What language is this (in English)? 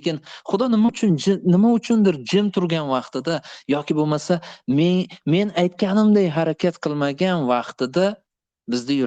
Uzbek